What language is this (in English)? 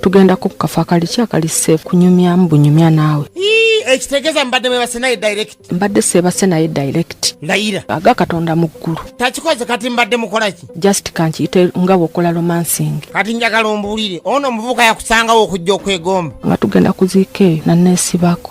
Ganda